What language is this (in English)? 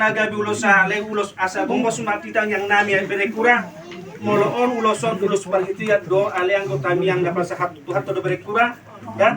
Batak Toba